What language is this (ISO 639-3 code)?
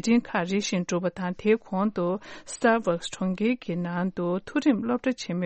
bod